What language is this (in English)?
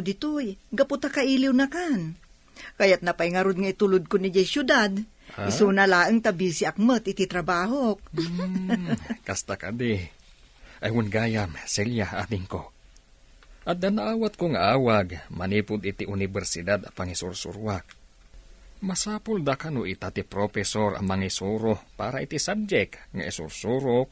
Iloko